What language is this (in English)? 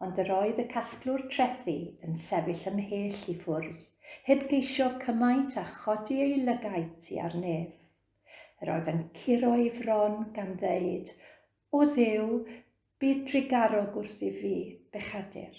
Welsh